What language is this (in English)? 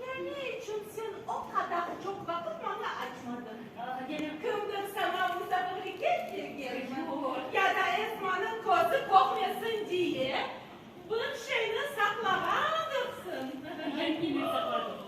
Crimean Tatar